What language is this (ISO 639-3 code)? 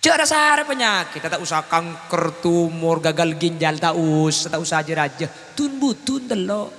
mad